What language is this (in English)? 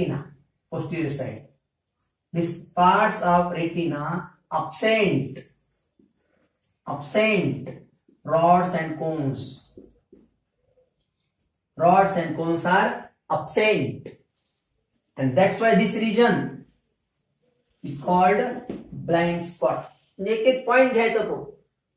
Marathi